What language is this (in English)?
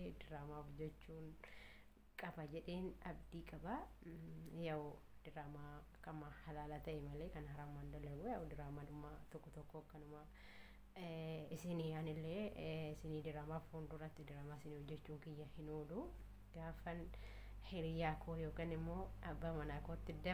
Oromo